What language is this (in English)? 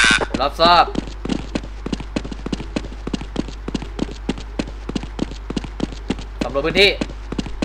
Thai